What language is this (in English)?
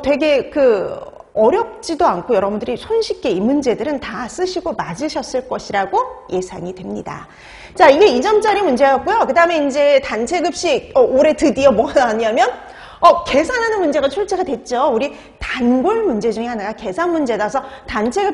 Korean